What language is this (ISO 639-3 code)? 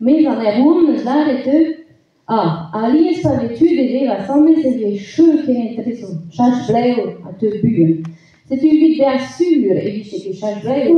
bre